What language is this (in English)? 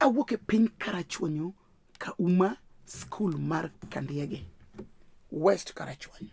Luo (Kenya and Tanzania)